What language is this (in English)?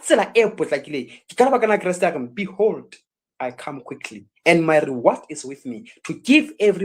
Southern Sotho